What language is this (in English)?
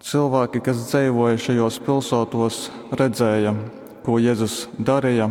Latgalian